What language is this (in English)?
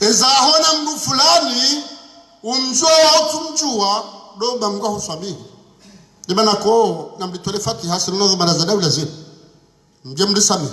Ngazidja Comorian